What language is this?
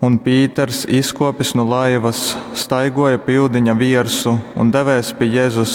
Latgalian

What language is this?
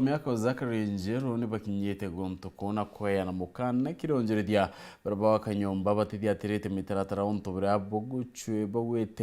Meru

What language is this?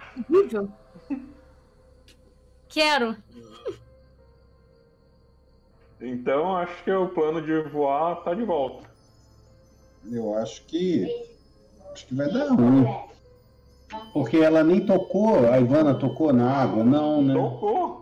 Portuguese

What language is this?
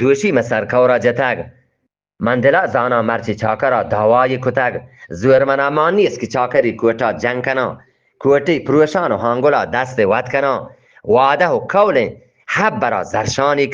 Eastern Balochi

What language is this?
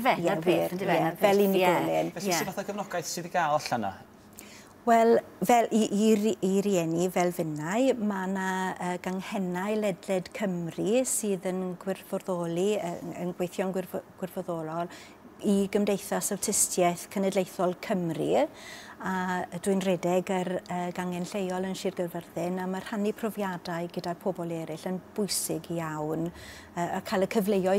Welsh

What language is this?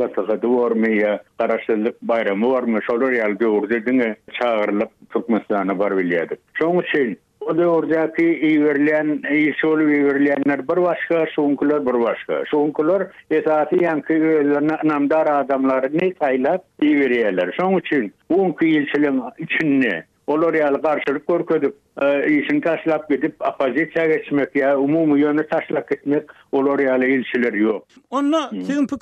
Turkmen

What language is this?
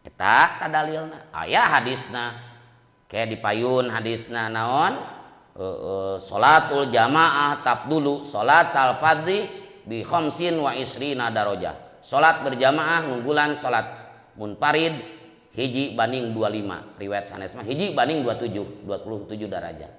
Sundanese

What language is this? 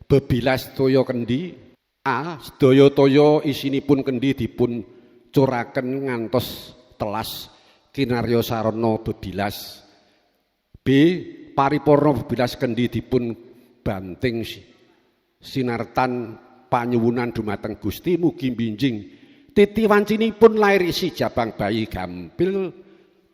Javanese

